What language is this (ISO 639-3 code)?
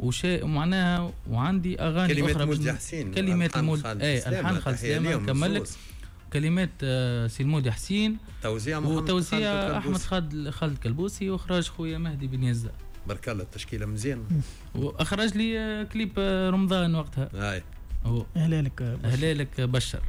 aeb